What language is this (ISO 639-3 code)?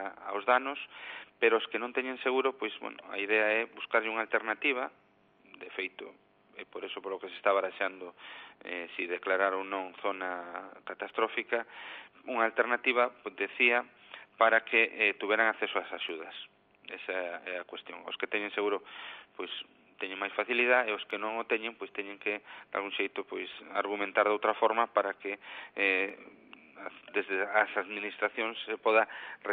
glg